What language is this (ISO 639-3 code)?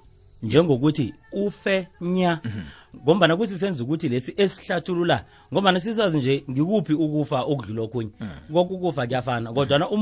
nbl